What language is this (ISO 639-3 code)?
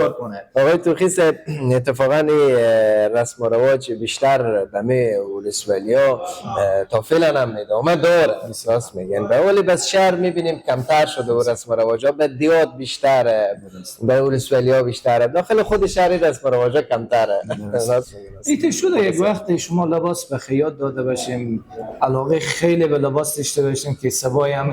fas